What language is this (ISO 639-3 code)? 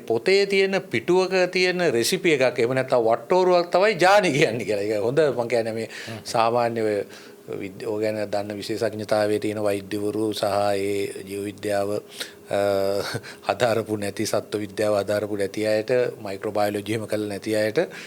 sin